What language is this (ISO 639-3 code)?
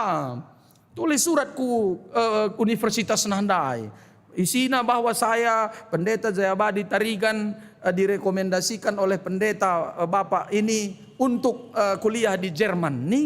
btx